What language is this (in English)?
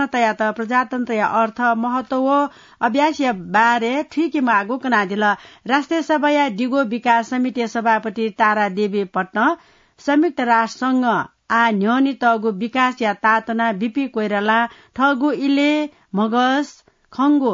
Newari